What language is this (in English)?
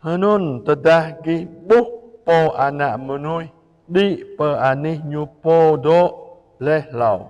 Jarai